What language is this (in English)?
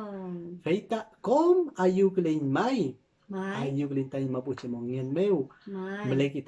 Mapuche